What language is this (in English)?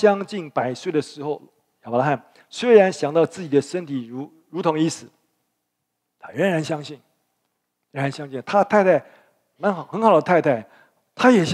Chinese